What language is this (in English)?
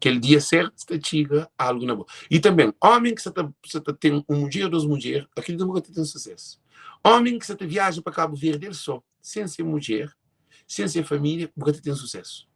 Kabuverdianu